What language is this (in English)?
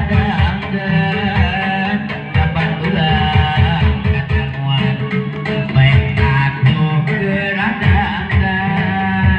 Sundanese